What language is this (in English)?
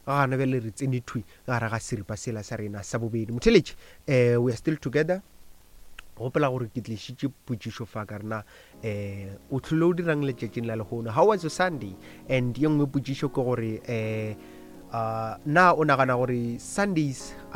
Northern Sotho